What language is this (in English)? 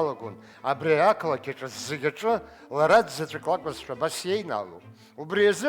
Abkhazian